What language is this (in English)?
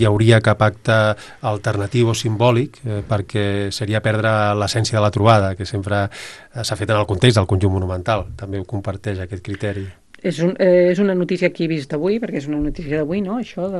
Catalan